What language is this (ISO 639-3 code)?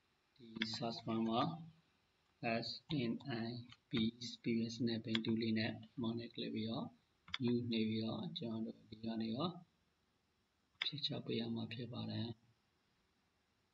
mya